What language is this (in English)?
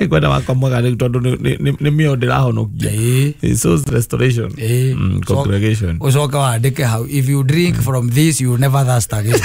Kikuyu